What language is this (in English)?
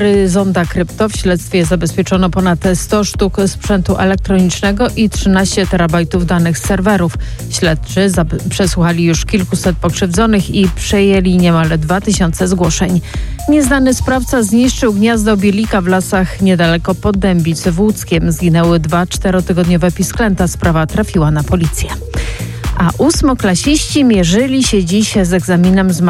Polish